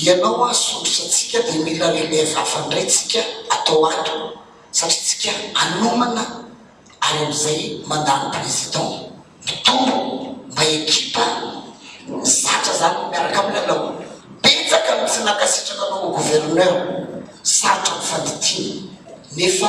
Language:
Malagasy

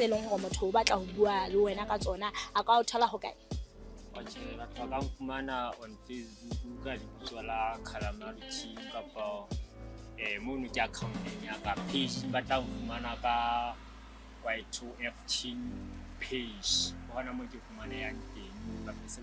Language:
Southern Sotho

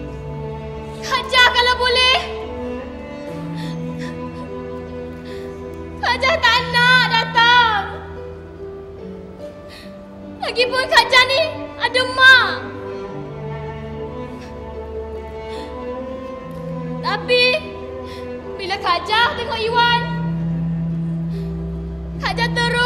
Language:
Malay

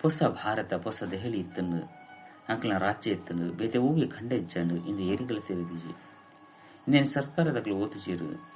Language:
Tulu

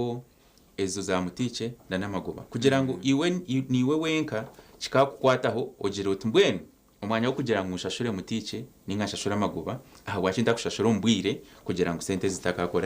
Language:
Nyankole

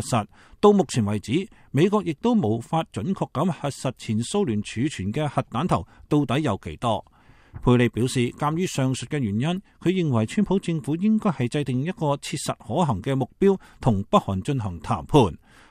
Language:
Cantonese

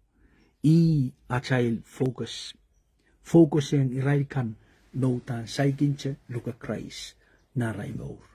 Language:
Pohnpeian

